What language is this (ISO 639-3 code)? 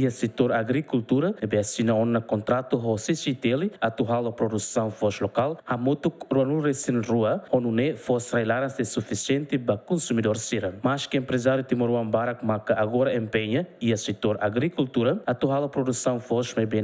tet